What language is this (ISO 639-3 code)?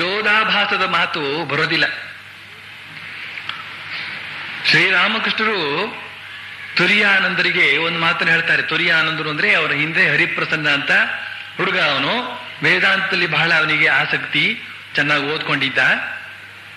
kan